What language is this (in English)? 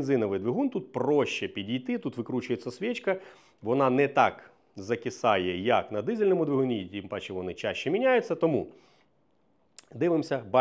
Ukrainian